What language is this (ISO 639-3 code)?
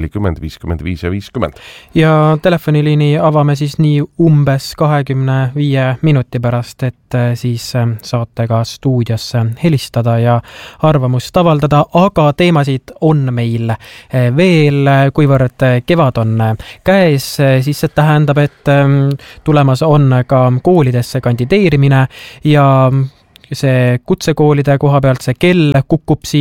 est